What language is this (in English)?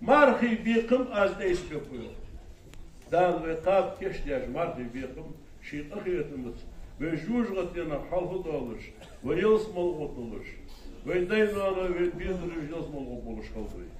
Ingush